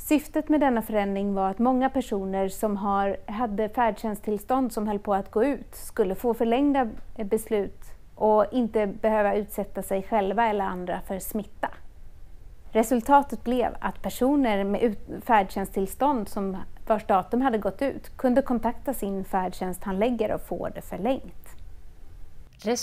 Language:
Swedish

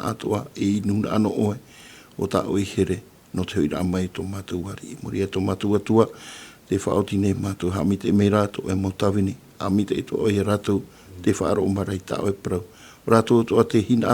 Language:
Tahitian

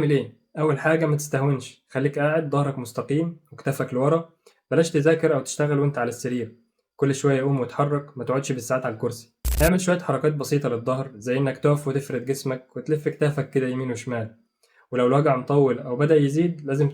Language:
Egyptian Arabic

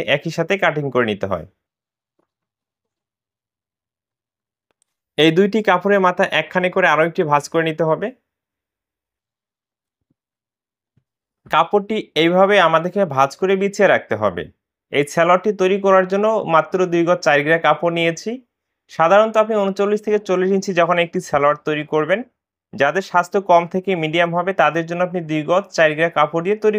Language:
Bangla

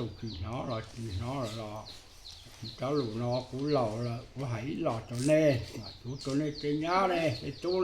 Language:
Hmong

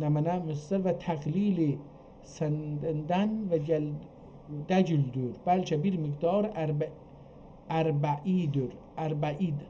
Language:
South Azerbaijani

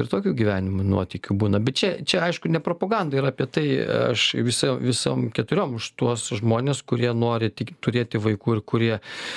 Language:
Lithuanian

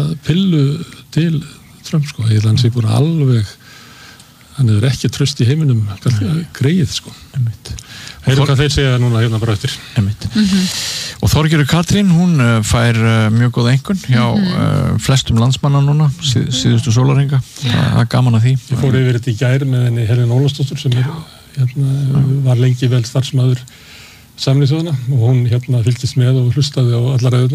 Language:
Icelandic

